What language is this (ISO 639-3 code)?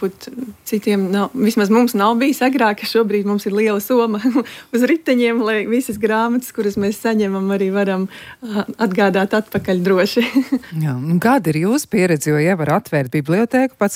lav